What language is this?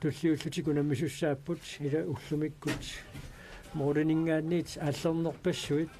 Kalaallisut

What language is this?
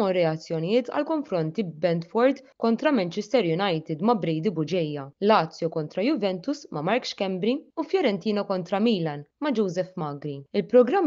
Maltese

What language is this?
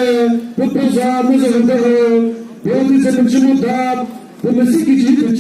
Chokri Naga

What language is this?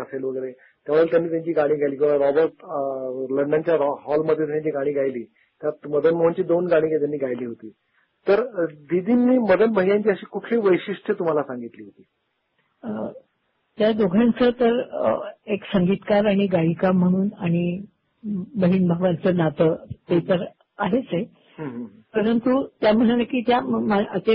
Marathi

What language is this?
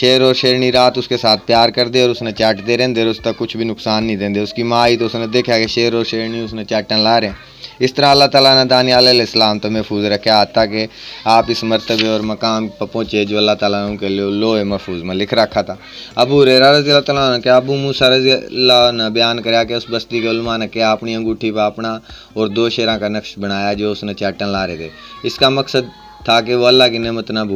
Haryanvi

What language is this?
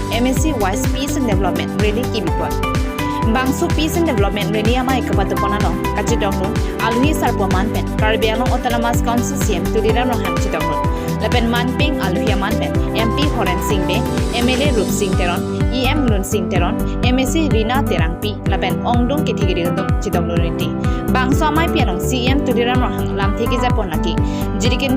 Karbi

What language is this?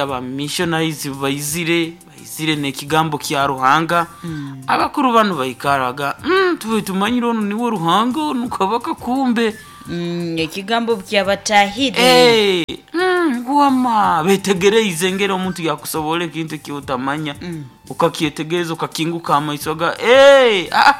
Nyoro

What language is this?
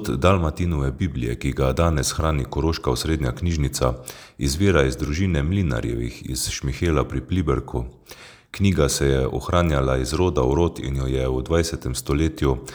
Slovenian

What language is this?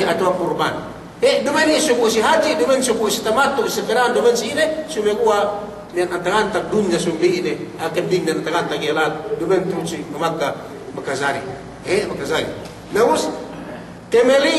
Yakan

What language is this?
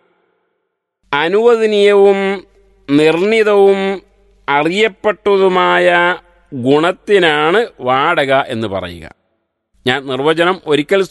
Malayalam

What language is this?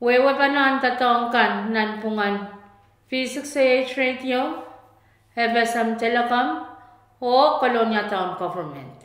Pohnpeian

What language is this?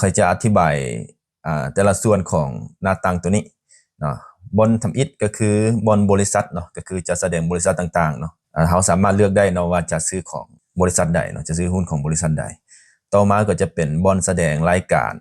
Lao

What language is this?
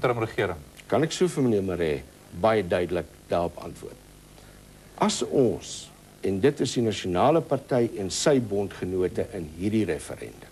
Afrikaans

